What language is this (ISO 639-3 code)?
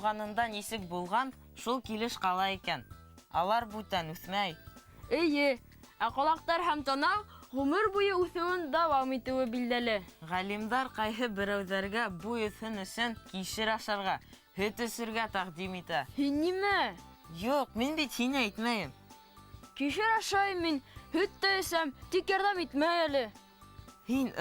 bak